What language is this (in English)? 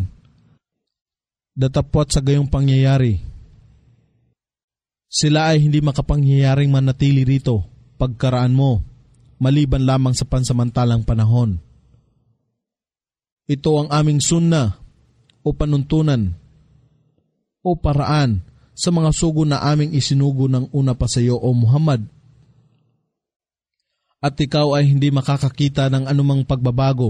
Filipino